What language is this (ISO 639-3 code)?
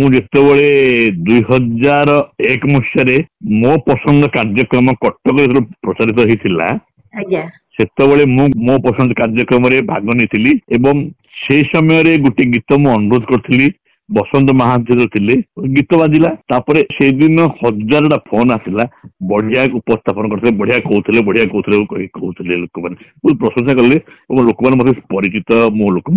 ori